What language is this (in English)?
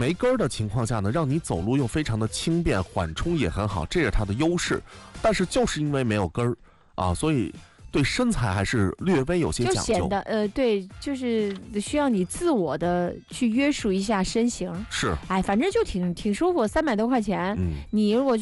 Chinese